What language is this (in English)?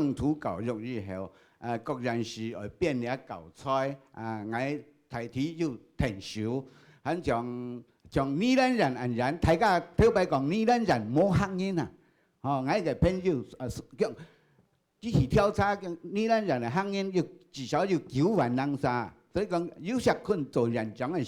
Hakka Chinese